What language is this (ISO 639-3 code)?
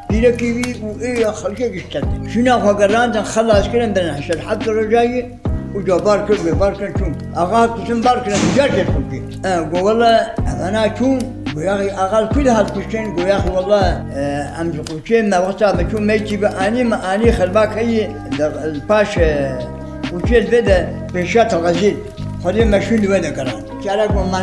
kur